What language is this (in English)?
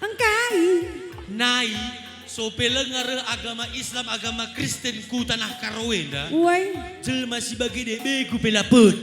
Batak Karo